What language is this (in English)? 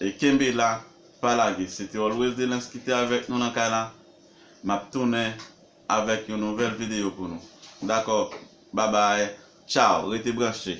Haitian Creole